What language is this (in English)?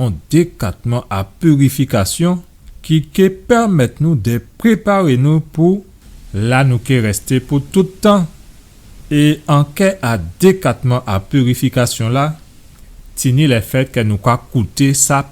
Guadeloupean Creole French